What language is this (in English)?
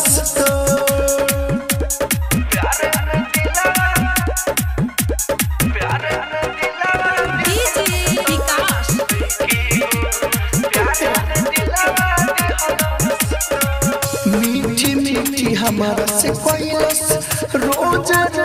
Bhojpuri